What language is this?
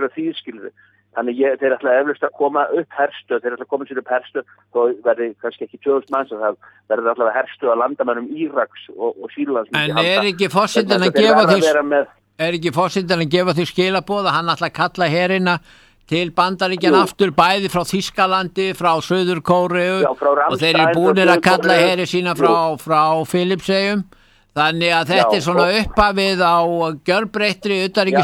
Icelandic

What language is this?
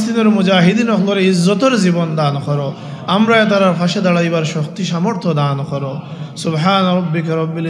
Sylheti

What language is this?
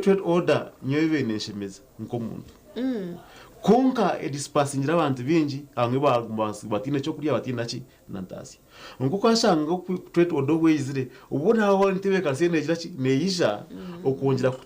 Nyankole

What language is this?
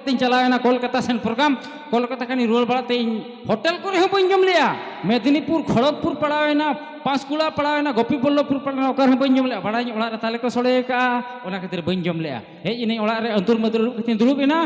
Santali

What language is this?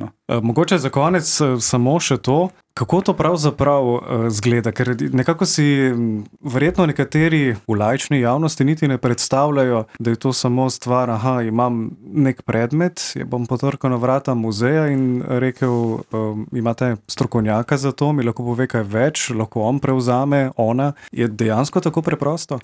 Slovenian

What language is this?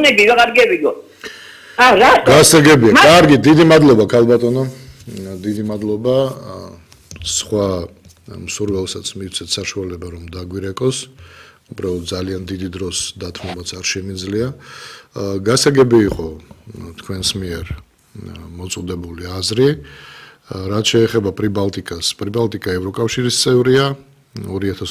Georgian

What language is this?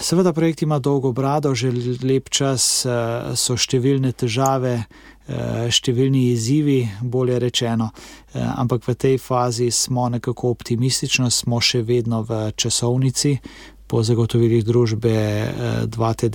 Slovenian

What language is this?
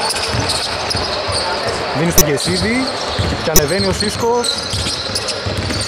Greek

